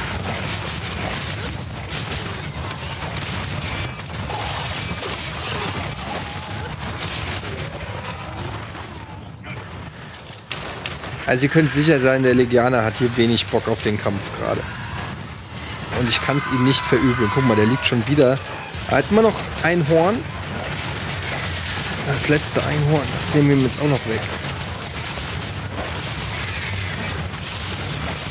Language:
German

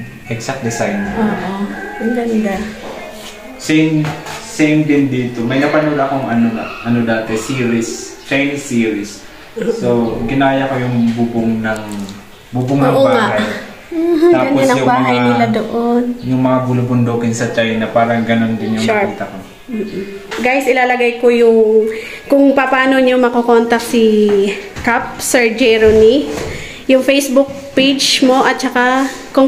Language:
Filipino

